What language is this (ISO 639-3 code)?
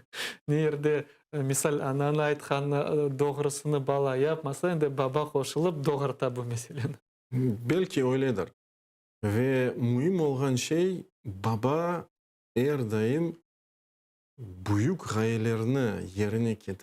crh